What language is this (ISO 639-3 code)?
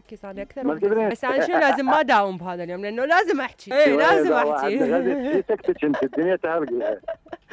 acm